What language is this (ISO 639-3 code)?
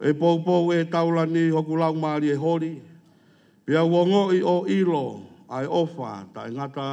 ton